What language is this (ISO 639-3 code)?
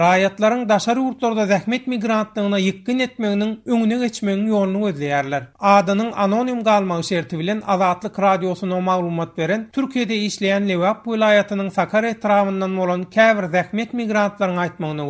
tuk